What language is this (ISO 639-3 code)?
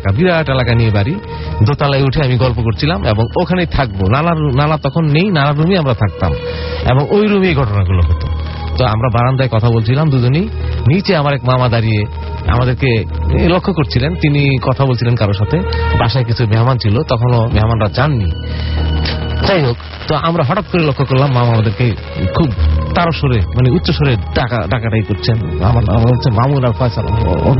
ben